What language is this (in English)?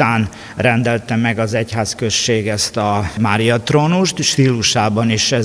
Hungarian